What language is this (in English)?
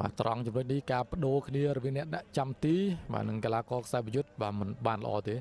Khmer